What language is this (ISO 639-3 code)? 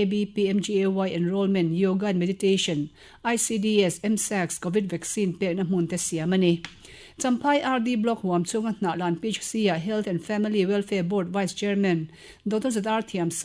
lus